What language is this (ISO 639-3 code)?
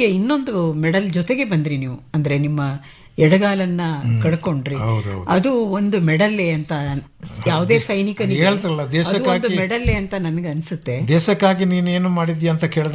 kan